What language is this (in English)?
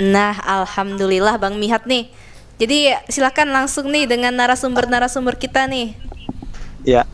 Banjar